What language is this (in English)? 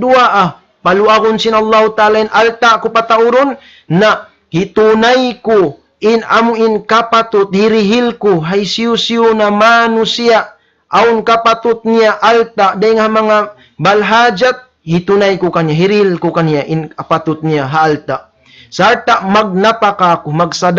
Tausug